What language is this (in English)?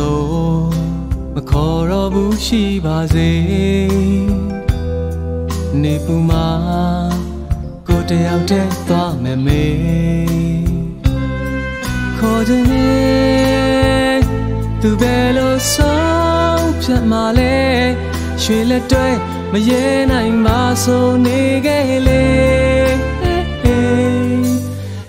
Burmese